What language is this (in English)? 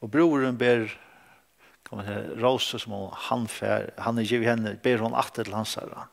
Faroese